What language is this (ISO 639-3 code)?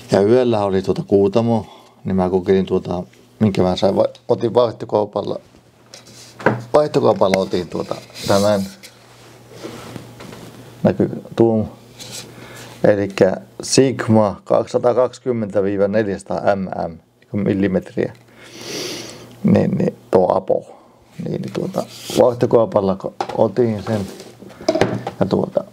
fin